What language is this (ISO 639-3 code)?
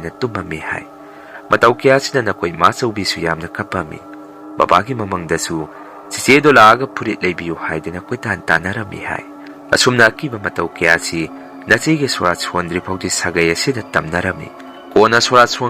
mni